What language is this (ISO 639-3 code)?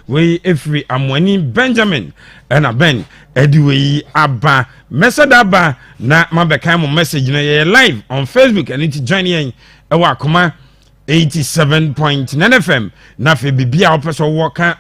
aka